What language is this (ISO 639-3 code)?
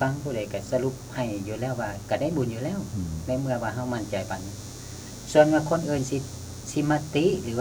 lao